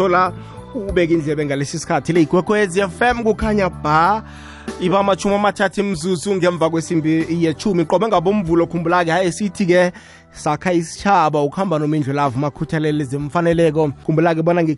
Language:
South Ndebele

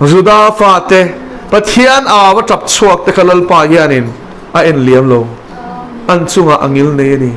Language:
Mizo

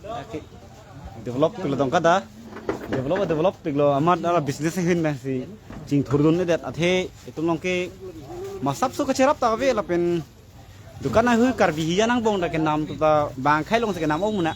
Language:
Karbi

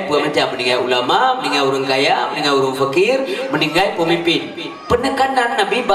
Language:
Achinese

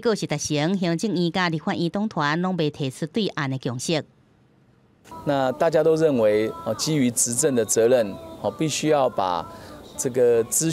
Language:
Min Nan Chinese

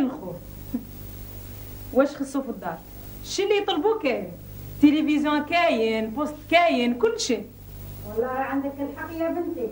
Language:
Algerian Arabic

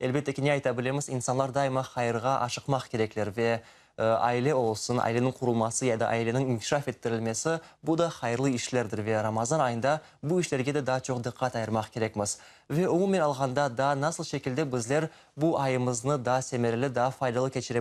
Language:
Crimean Tatar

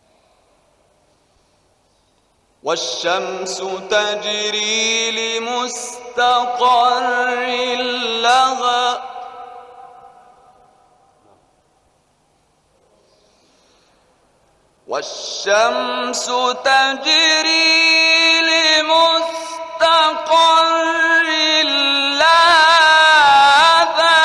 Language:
Arabic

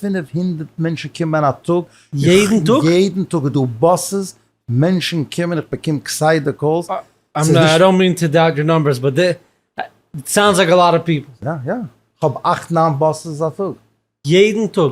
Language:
Yiddish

